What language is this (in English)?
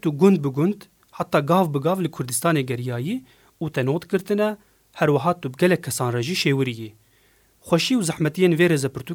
Kurdish